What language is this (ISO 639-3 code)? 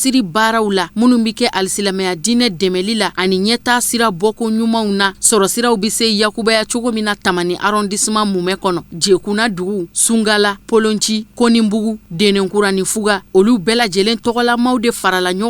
bam